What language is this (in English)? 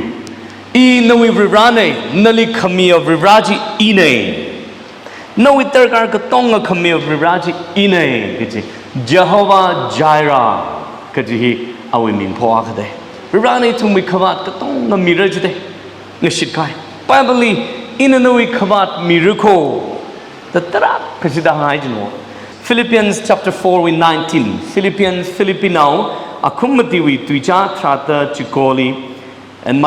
Tangkhul Naga (India)